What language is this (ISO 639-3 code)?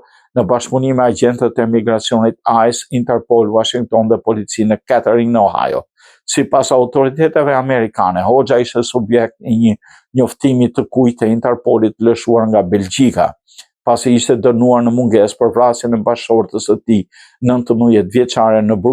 sqi